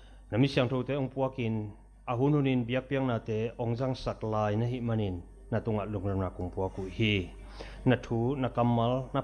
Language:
Tedim Chin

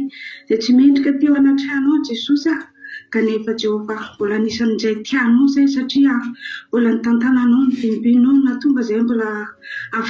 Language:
Malagasy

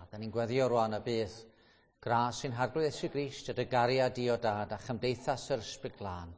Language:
Welsh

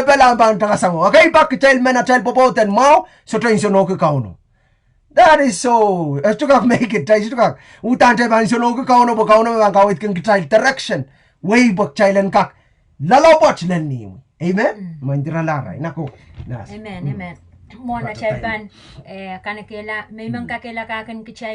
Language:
Pohnpeian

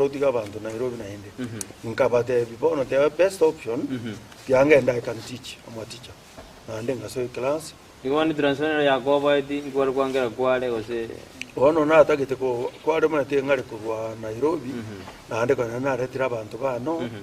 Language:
Gusii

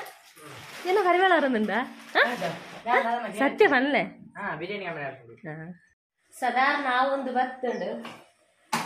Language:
Tulu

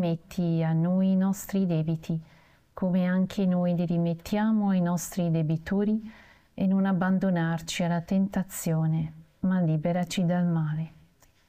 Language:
Italian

